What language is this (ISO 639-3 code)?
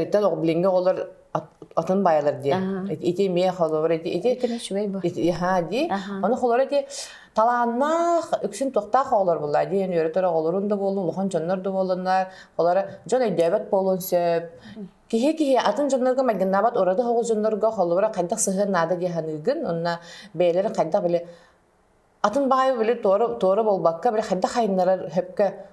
sah